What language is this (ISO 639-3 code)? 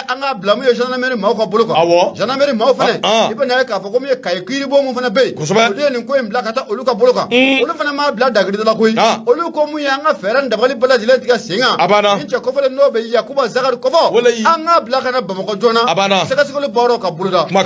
bam